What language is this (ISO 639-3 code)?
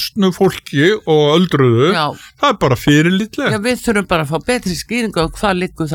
isl